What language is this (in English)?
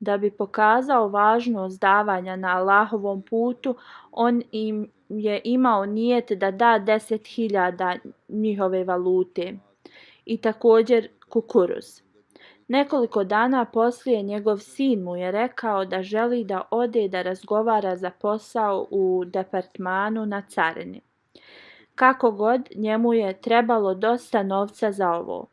Bosnian